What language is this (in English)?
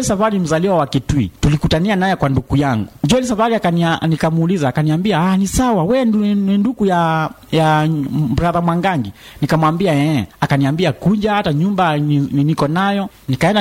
Swahili